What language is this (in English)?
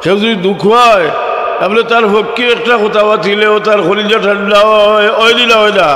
Sylheti